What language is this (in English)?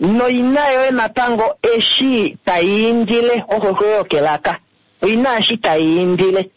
Kuanyama